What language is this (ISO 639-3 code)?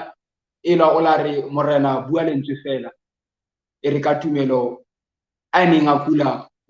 sot